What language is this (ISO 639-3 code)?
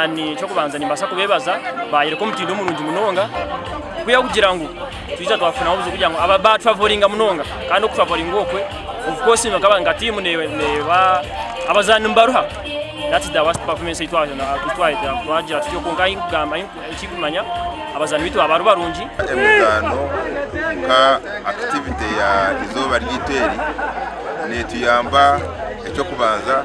nyn